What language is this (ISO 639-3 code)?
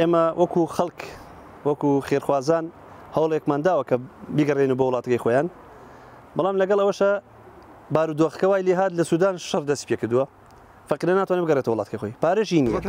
ckb